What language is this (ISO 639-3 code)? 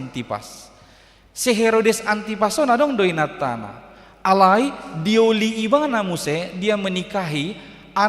bbc